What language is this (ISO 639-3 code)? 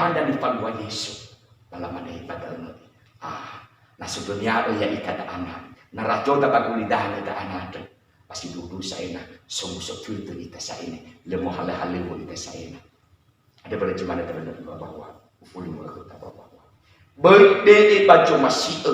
nia